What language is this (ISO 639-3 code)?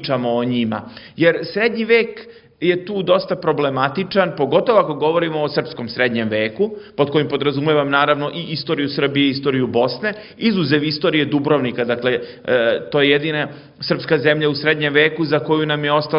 srp